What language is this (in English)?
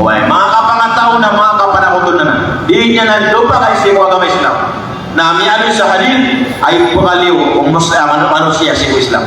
Maranao